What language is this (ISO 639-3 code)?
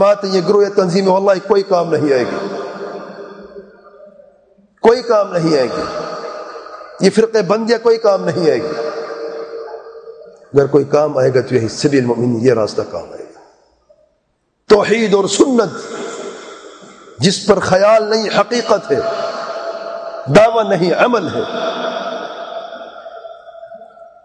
urd